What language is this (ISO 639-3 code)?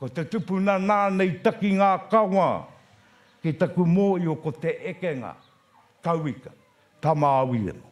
mri